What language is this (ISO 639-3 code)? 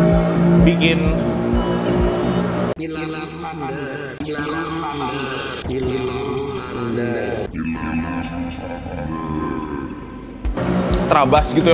ind